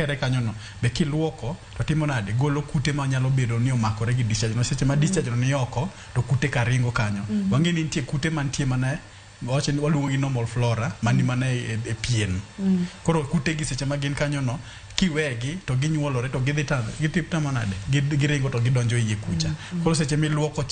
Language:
Luo (Kenya and Tanzania)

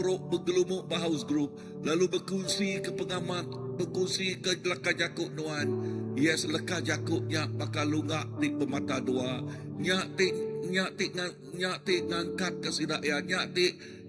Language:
Iban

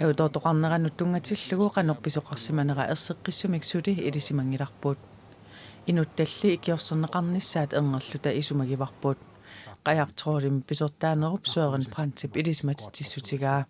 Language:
Kalaallisut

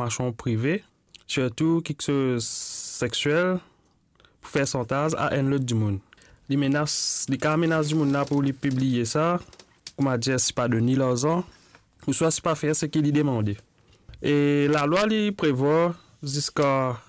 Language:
Morisyen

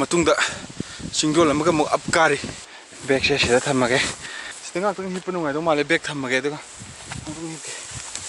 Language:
Manipuri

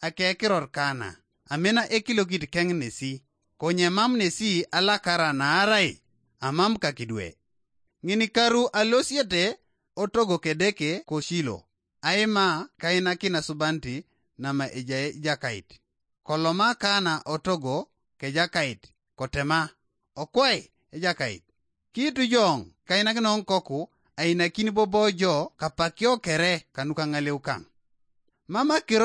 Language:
Teso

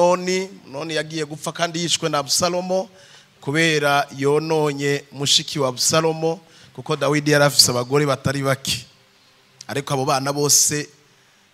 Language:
Rundi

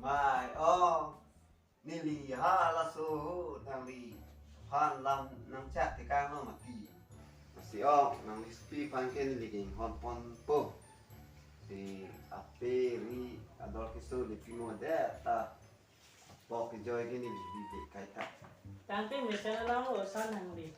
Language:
Karbi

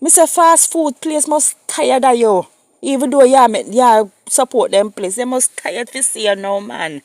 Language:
Jamaican Creole English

